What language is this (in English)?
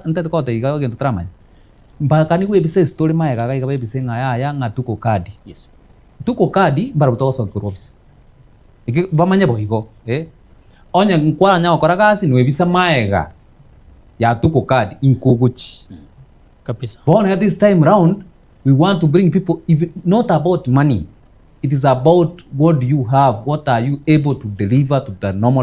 Gusii